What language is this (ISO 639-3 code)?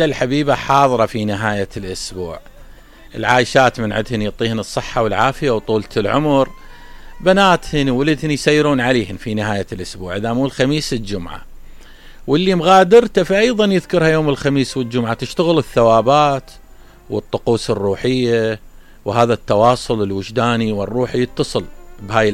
acm